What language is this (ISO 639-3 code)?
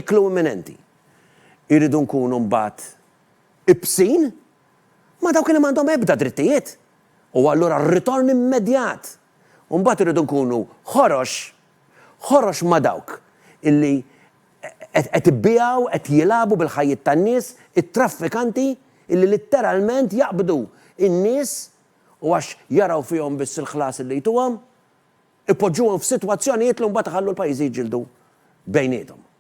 mlt